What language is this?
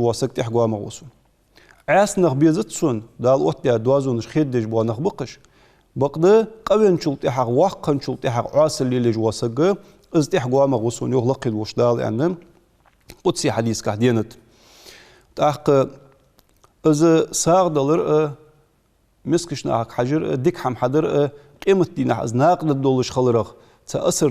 Ingush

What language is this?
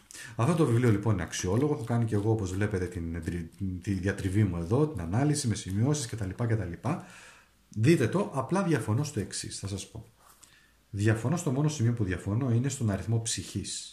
Greek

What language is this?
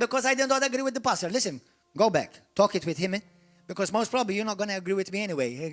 English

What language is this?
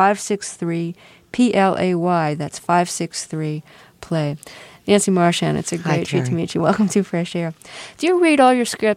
English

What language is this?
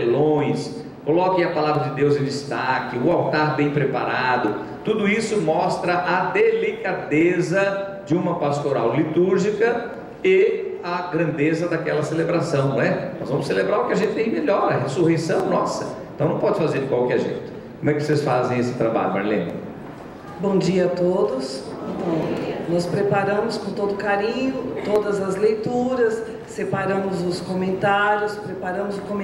Portuguese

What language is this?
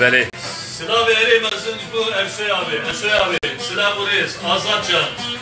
Kurdish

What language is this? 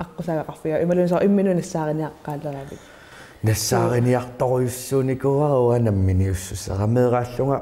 Kalaallisut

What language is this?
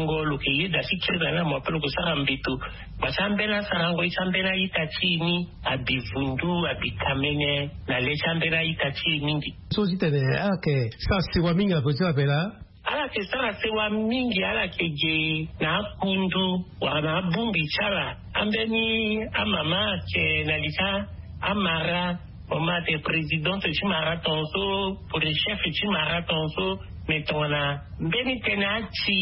Sango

